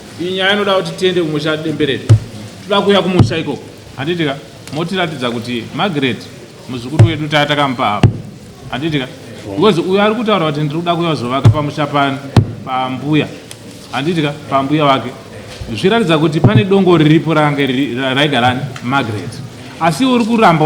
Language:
Shona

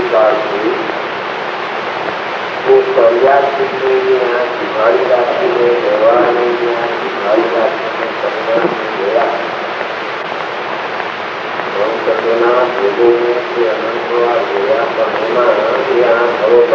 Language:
Gujarati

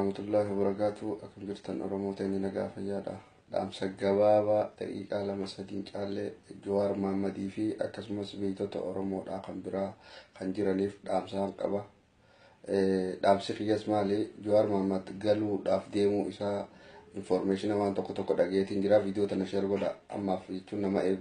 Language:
Oromo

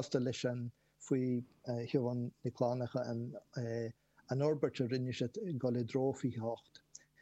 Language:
Irish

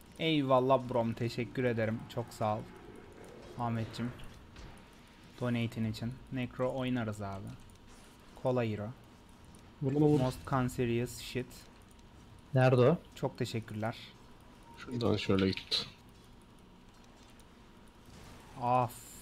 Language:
Turkish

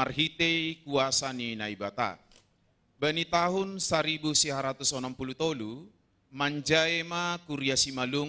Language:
Batak Simalungun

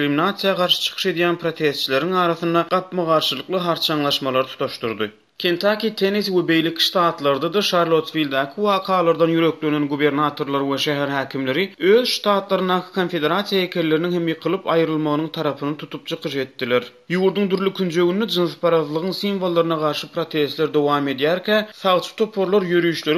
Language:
Turkmen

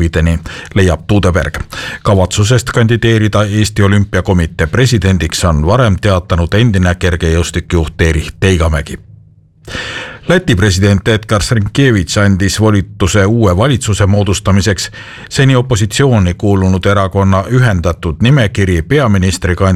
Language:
Estonian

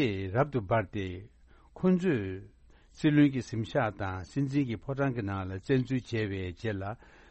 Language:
Tibetan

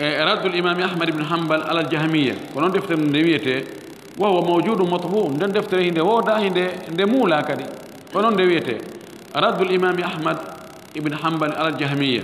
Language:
Fula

